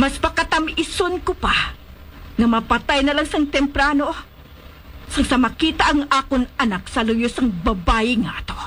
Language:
Hiligaynon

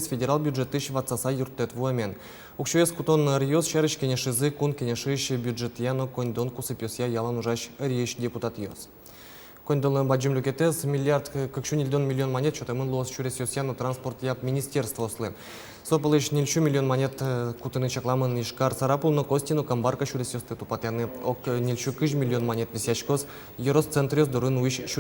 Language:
Udmurt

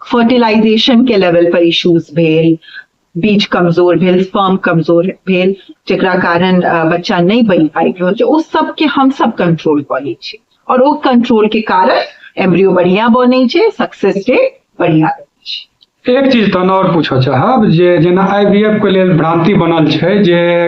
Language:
Maithili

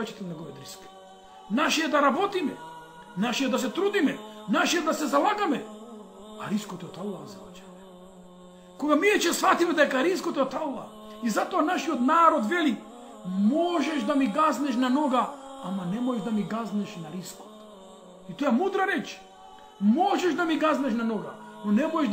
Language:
Macedonian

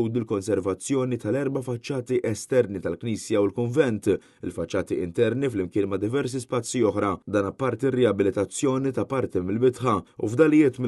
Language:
Maltese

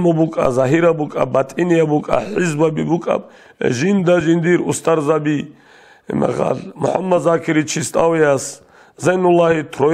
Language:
Avaric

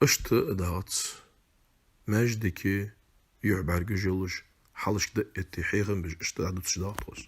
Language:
Ingush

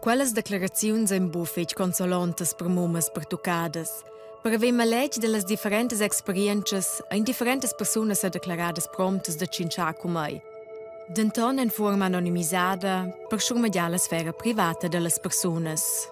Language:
Romansh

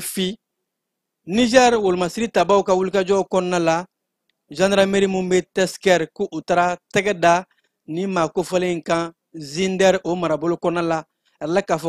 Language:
Bambara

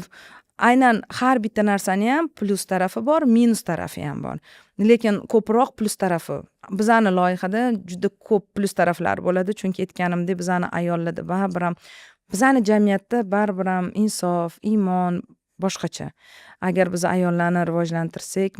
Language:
Uzbek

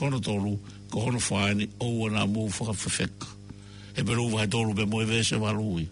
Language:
Tongan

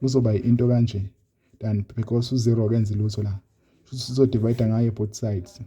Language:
Zulu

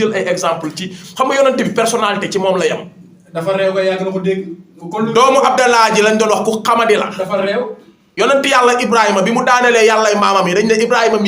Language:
Wolof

